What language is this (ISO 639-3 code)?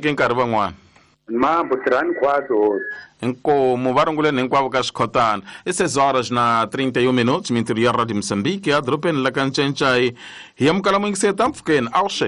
tso